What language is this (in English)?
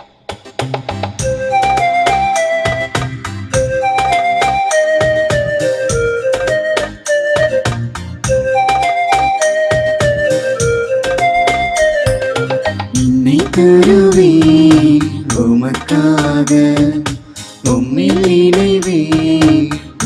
Tamil